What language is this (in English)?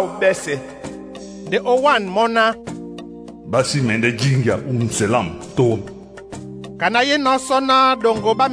Duala